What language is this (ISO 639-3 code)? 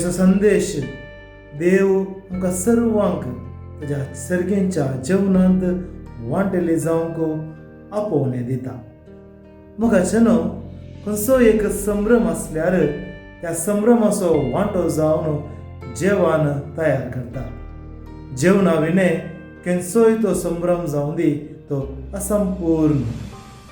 kok